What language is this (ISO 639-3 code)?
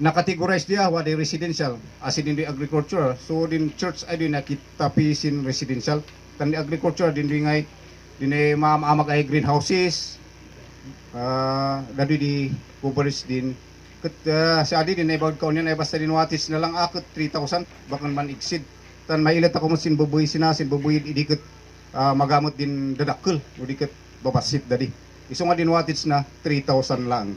kne